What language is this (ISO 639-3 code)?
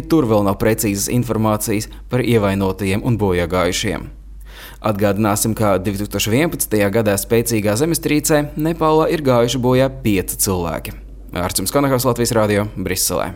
lav